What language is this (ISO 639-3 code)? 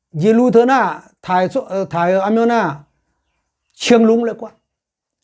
ahk